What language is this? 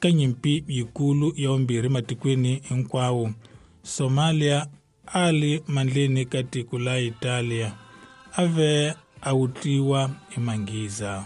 Tsonga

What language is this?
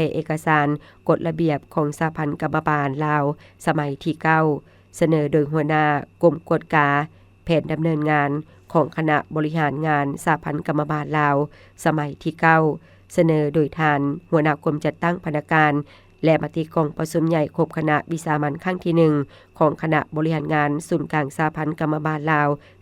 Lao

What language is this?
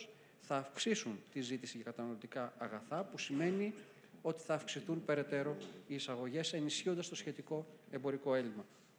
Greek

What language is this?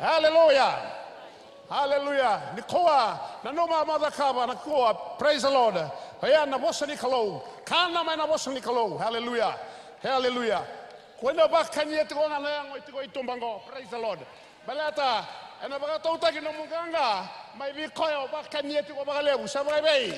Fijian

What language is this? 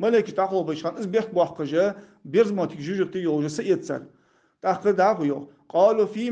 Ingush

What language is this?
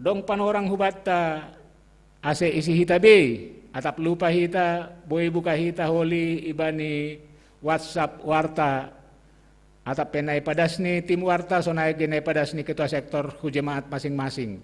Batak Simalungun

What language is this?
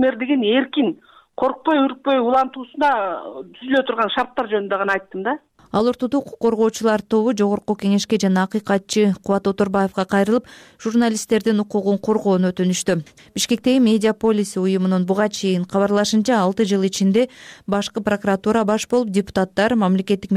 Kyrgyz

